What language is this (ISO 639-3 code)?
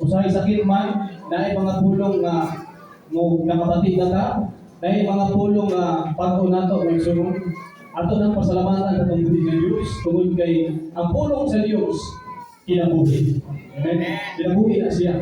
ceb